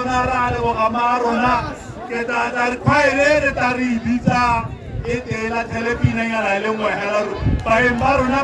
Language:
Tswana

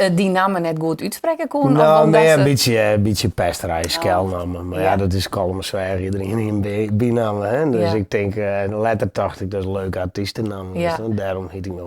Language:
Western Frisian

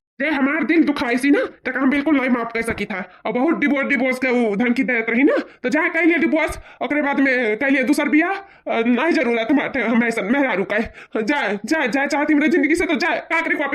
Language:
Awadhi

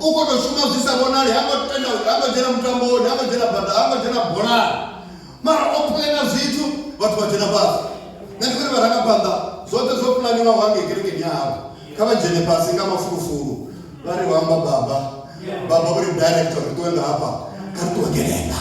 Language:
Venda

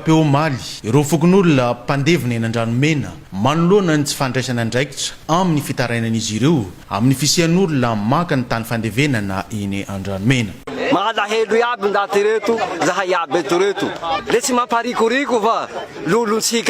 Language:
Malagasy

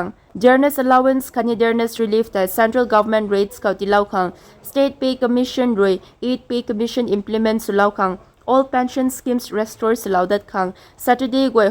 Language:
Rongmei Naga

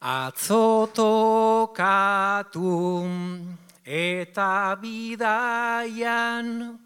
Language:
Basque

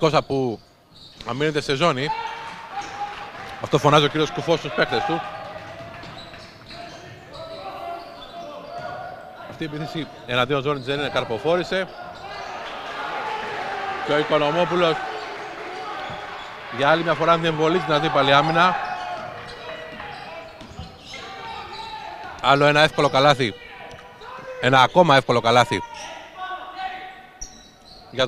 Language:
Greek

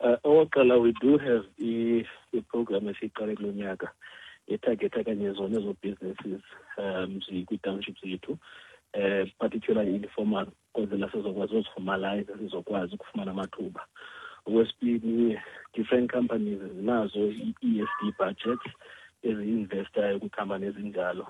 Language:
Xhosa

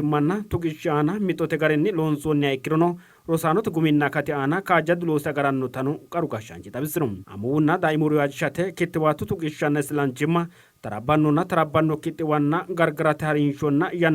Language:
Sidamo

